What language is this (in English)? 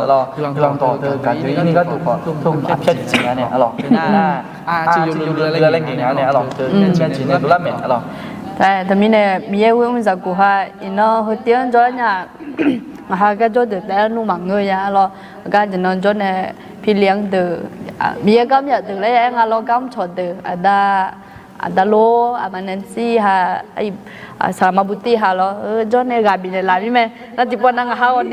Akha